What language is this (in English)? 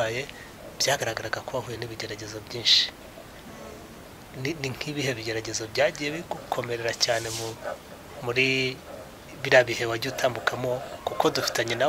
Kinyarwanda